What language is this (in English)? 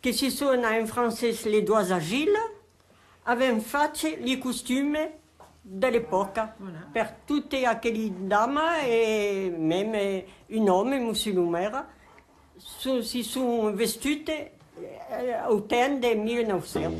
Occitan